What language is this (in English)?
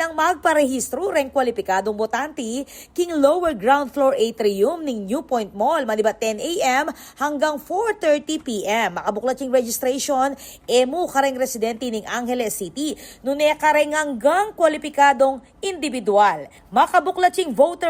Pampanga